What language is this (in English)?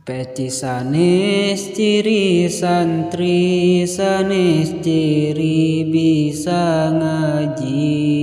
Sundanese